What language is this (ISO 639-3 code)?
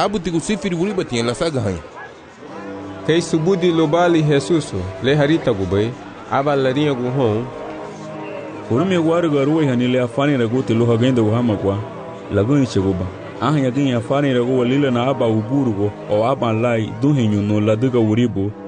cab